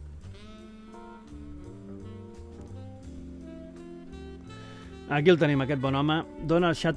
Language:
Catalan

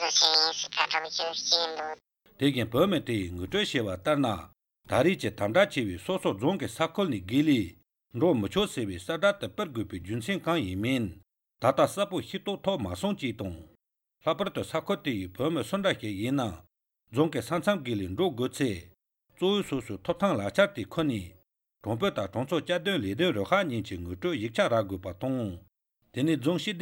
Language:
Latvian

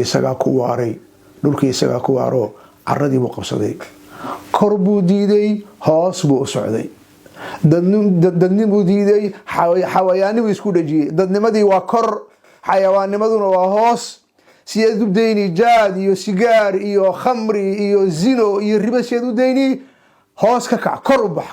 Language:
Somali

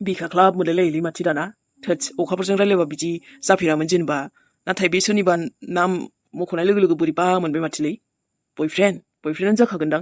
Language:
Bodo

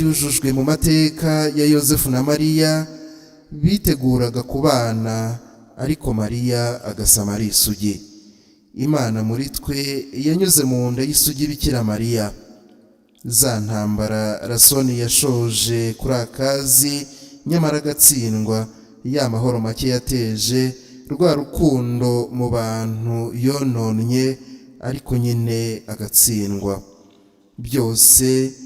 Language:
Kinyarwanda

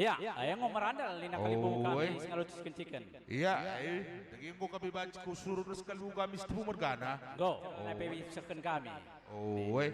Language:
Batak Karo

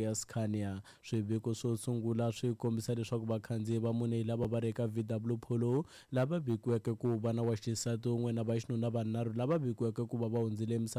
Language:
Tsonga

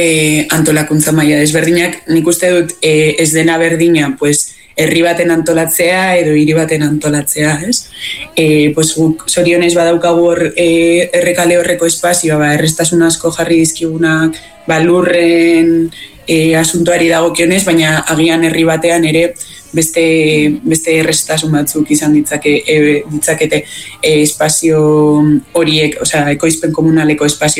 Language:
Basque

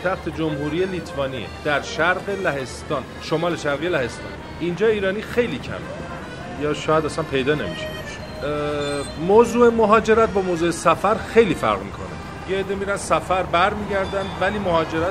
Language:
Persian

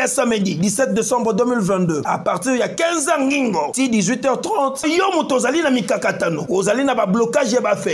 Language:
Lingala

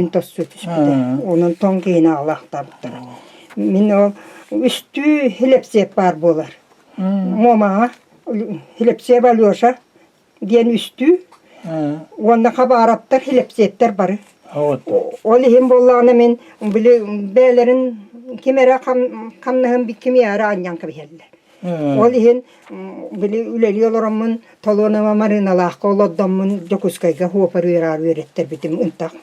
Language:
Yakut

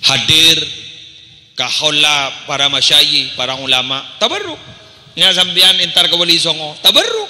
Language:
Madurese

